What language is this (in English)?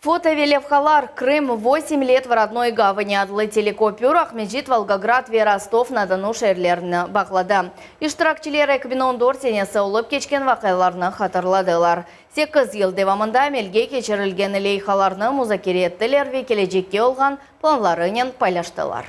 Crimean Tatar